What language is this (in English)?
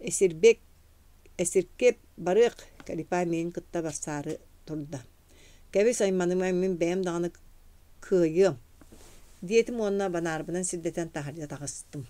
Yakut